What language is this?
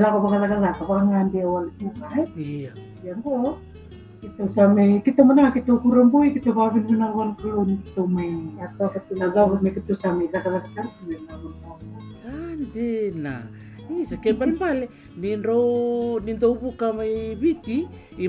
Fijian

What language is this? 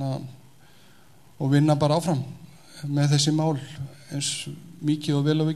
Icelandic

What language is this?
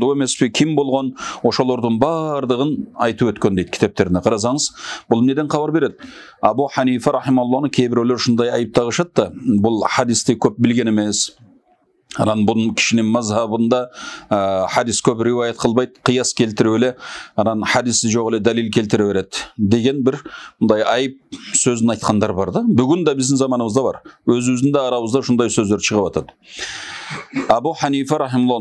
Kyrgyz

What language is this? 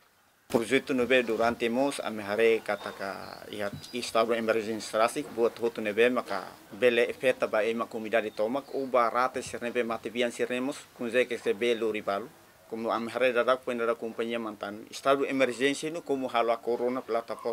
Tetum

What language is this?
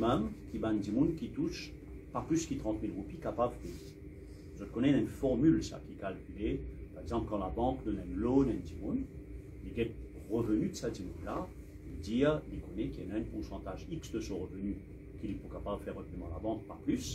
Morisyen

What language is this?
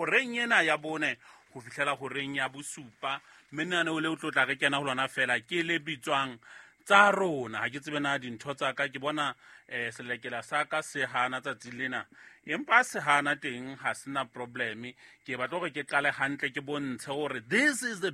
Southern Sotho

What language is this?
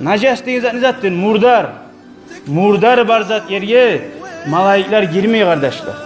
Kumyk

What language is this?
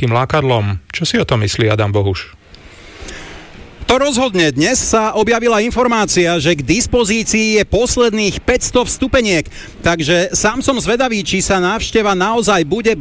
Slovak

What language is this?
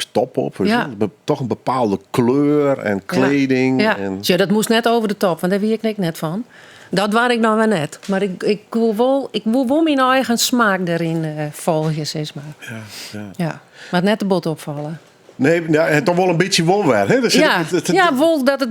Western Frisian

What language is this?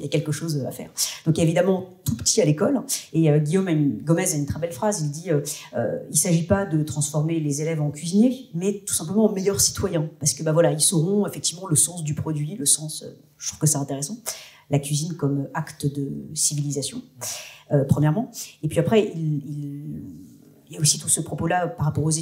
French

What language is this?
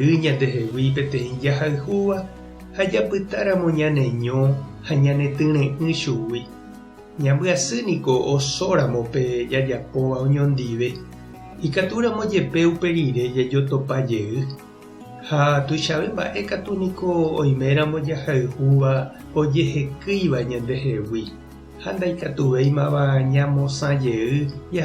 Guarani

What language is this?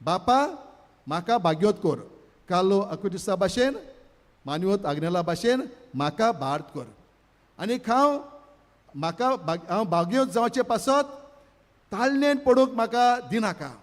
Konkani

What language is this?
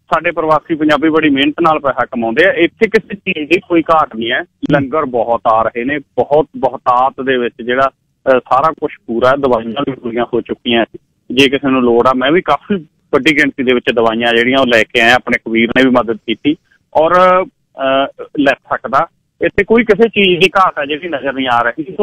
Punjabi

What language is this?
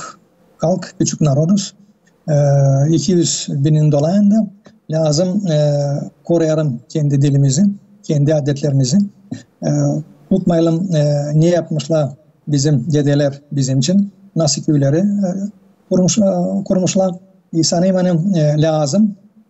Gagauz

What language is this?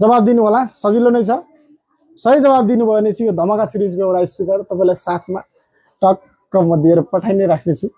Nepali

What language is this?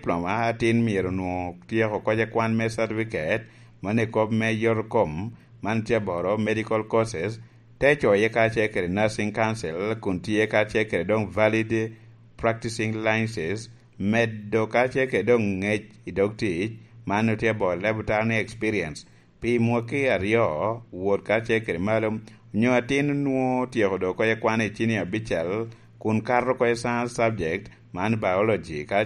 Lango (Uganda)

